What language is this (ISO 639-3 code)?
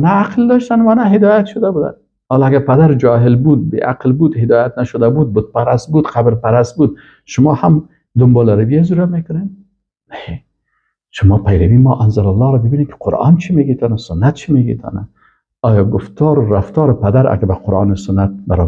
fas